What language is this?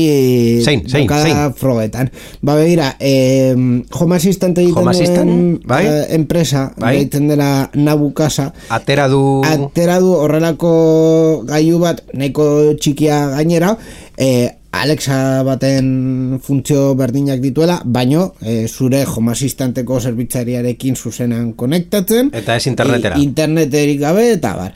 Basque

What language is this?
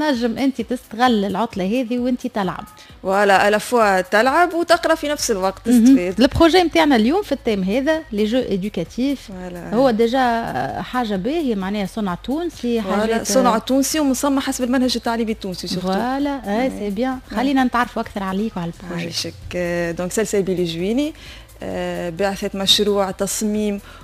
Tunisian Arabic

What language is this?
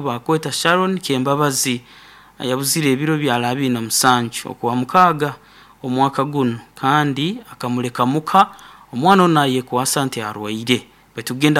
Nyoro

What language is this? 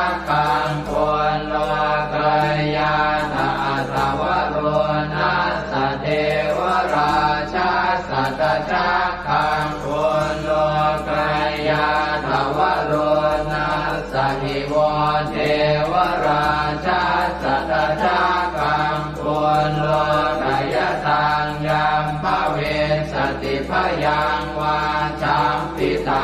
Pali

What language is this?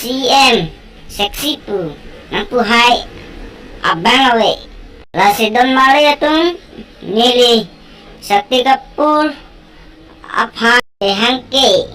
Karbi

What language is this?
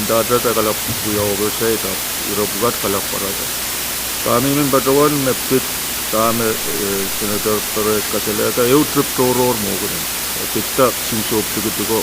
Pohnpeian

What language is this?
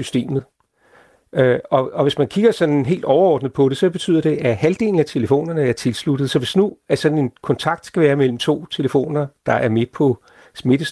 Danish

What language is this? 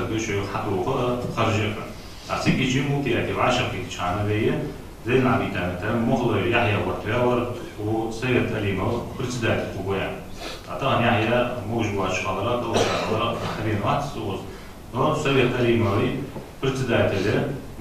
Ingush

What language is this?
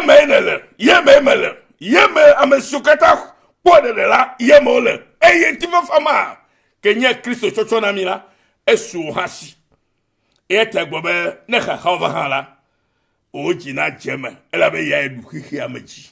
Ewe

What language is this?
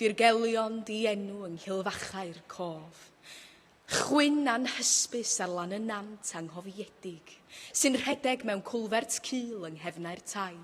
Welsh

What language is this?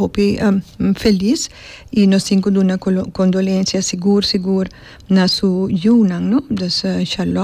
Papiamento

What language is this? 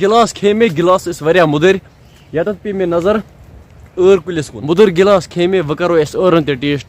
Kashmiri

